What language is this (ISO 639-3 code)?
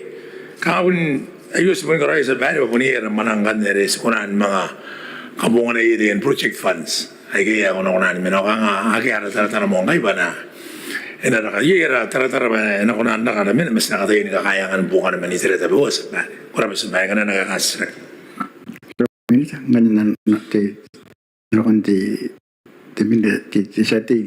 gil